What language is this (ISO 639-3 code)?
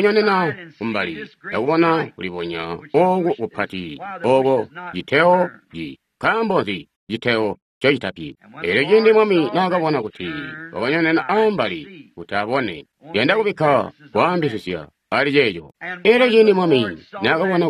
toi